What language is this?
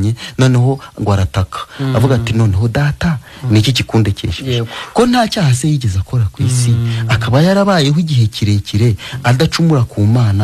Kinyarwanda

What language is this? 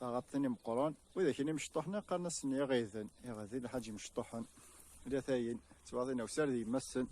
Kabyle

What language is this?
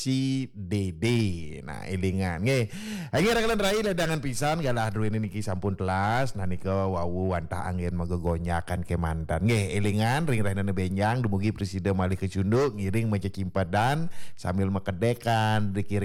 Balinese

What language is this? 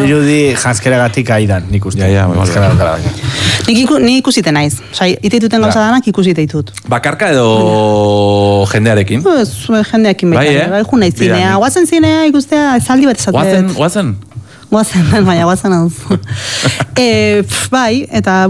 Basque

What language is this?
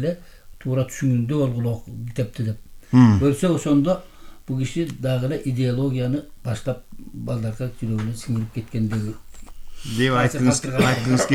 Kyrgyz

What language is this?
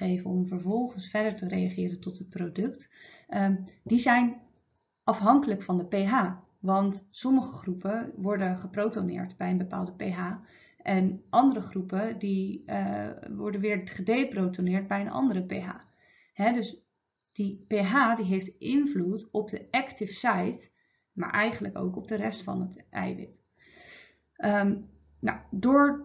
Dutch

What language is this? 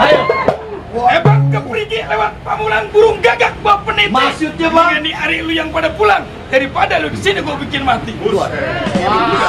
Betawi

